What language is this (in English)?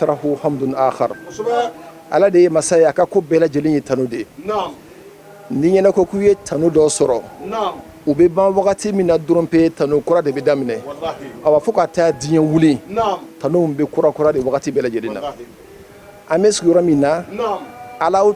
Bambara